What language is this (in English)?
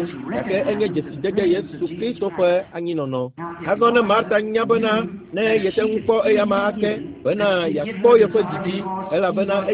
Ewe